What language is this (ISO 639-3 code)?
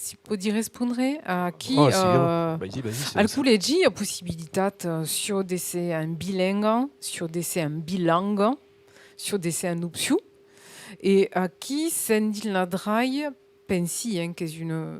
oci